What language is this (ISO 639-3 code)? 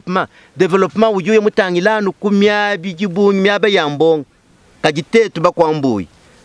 lua